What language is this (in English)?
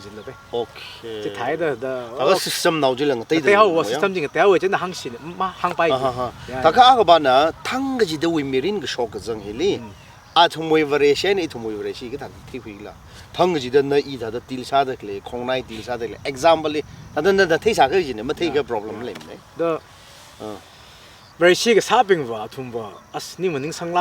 Tangkhul Naga (India)